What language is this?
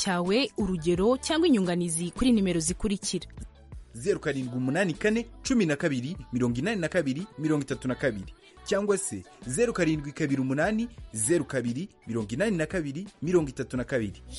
Kinyarwanda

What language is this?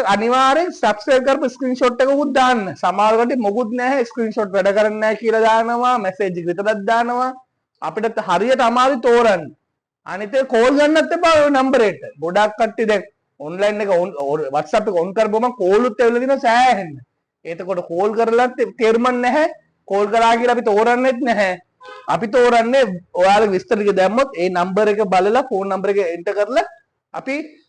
Sinhala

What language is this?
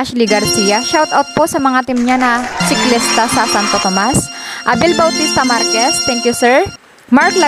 Iloko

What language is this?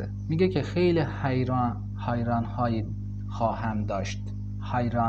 Persian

